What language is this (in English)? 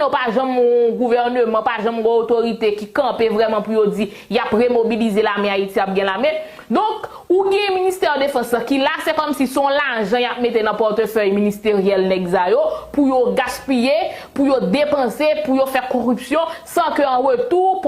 Haitian Creole